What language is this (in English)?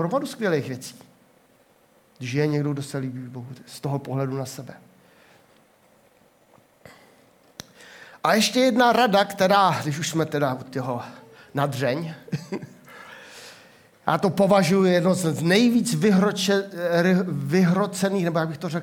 Czech